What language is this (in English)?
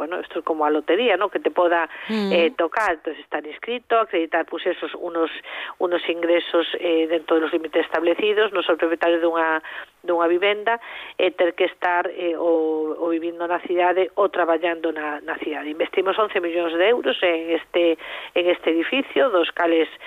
Galician